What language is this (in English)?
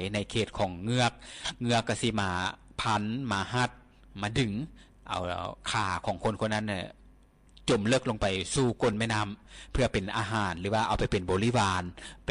Lao